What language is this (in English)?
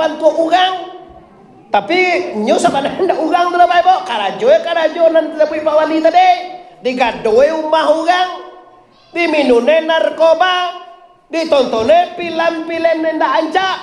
Minangkabau